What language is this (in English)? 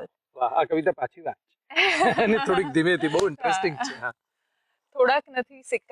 Gujarati